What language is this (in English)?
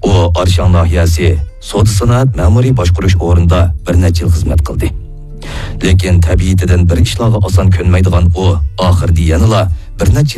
Uyghur